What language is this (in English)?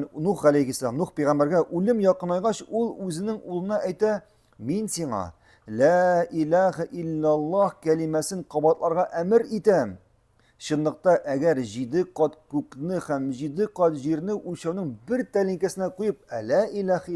Tatar